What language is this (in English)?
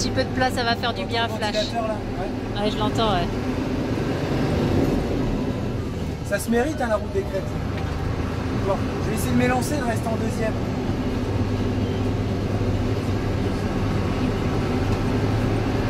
French